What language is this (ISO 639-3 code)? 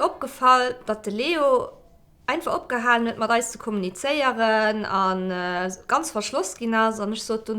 ltz